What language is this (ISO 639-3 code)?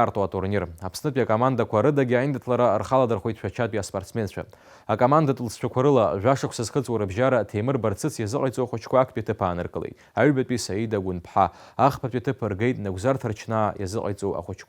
abk